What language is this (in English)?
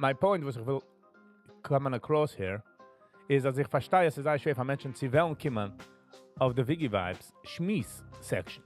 Yiddish